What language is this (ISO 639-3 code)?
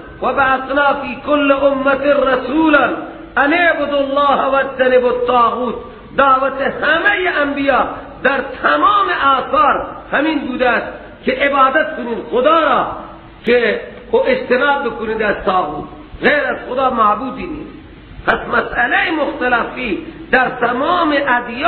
fas